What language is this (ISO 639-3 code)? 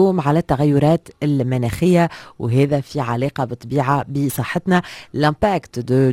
aeb